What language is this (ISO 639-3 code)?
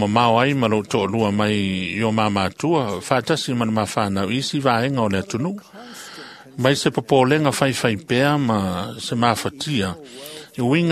smo